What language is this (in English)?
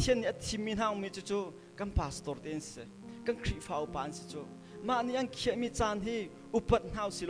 Hakha Chin